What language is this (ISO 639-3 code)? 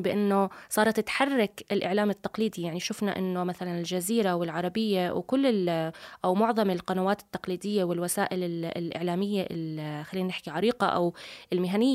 apc